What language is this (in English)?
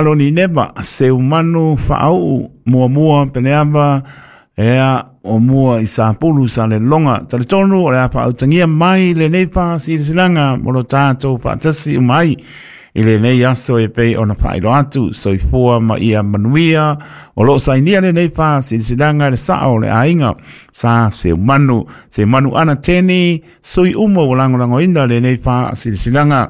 Samoan